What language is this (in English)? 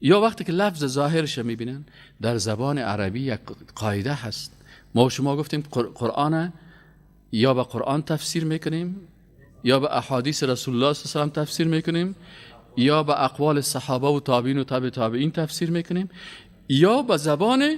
Persian